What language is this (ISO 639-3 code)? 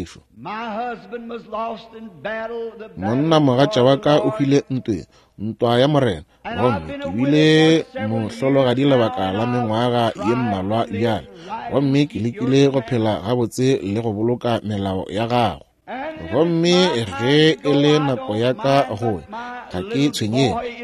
nso